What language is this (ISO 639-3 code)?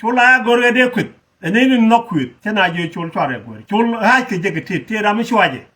nus